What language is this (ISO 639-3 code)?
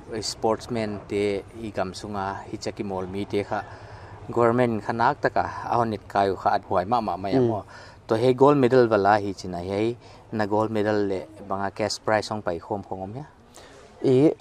pck